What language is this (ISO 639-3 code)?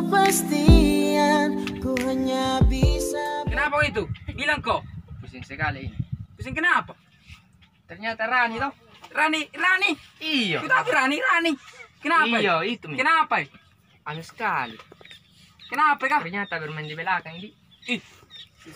mfp